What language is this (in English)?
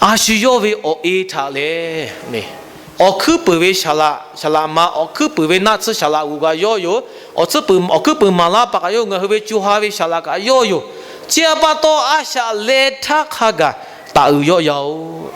Lahu